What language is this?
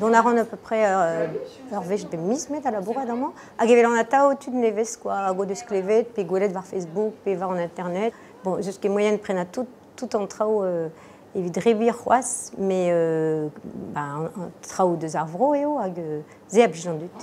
Breton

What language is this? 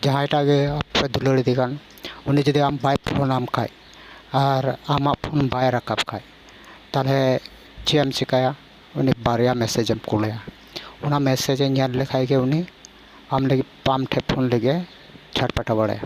Santali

